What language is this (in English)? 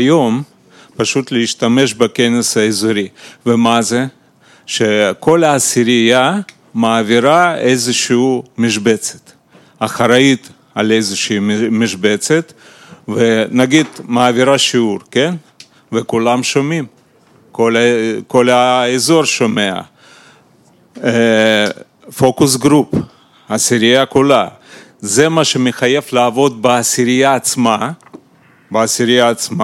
Hebrew